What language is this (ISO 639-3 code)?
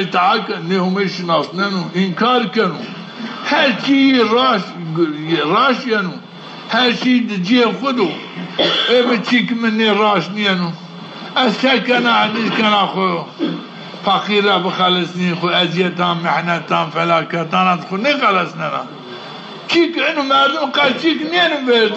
zza